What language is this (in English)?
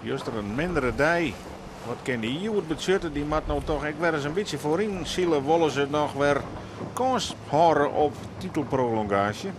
Western Frisian